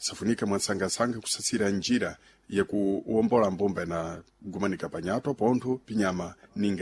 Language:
Sena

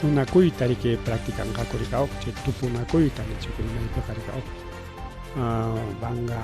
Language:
Ayacucho Quechua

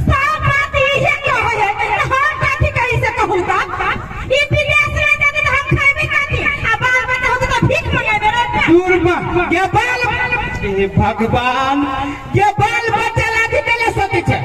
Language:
Maithili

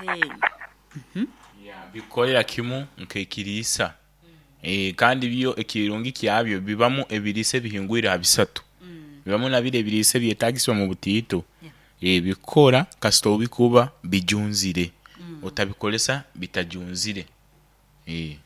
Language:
Nyoro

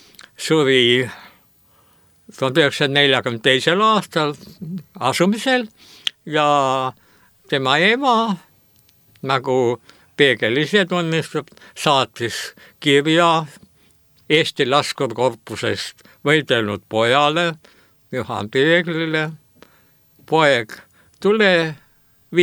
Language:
Estonian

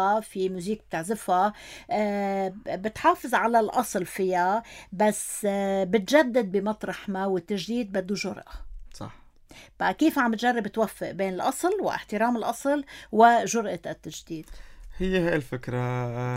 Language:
North Levantine Arabic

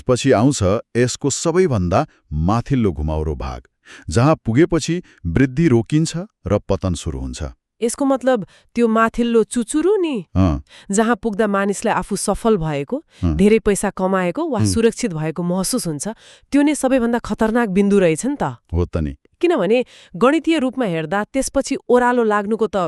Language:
Nepali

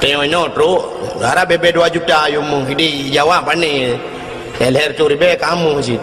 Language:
Achinese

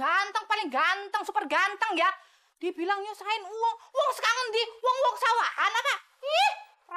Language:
Betawi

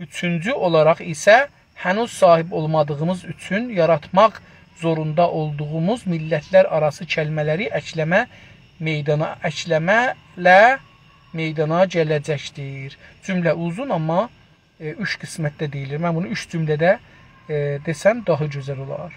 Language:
South Azerbaijani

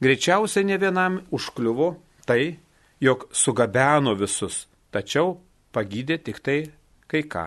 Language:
Lithuanian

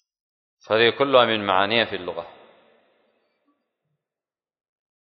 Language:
Arabic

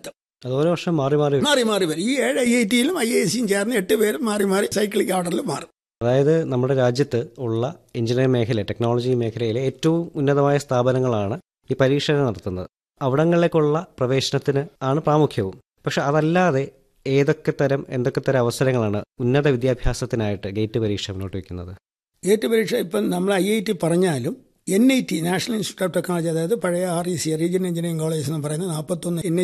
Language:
Malayalam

